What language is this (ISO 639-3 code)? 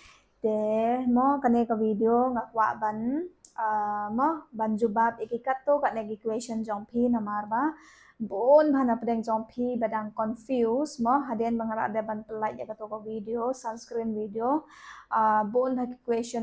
kha